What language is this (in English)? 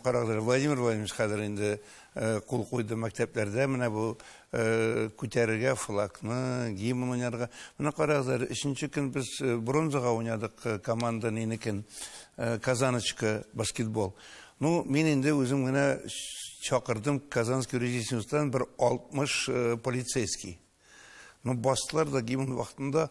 Tatar